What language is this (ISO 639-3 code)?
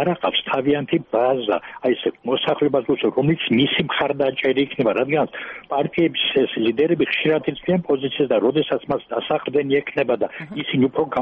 kat